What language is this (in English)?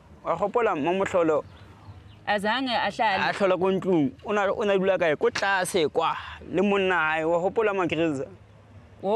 Zulu